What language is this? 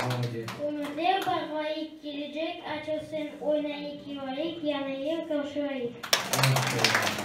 Crimean Tatar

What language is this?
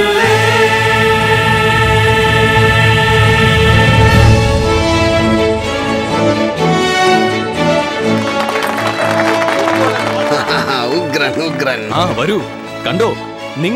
Malayalam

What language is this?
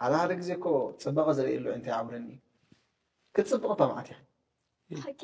Tigrinya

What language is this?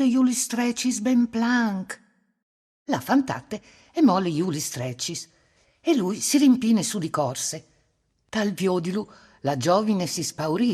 Friulian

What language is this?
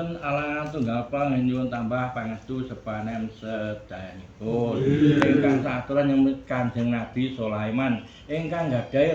Javanese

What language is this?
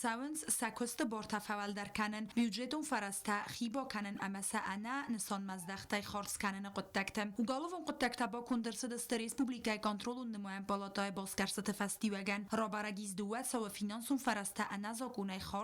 Ossetic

